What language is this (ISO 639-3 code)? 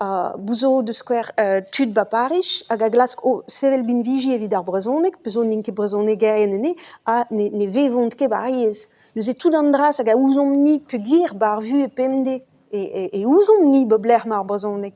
bre